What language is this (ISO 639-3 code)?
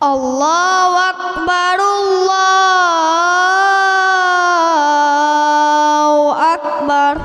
ace